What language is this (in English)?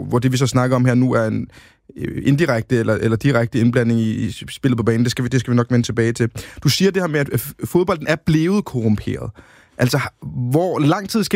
Danish